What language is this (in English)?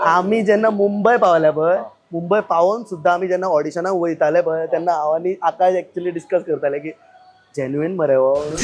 Konkani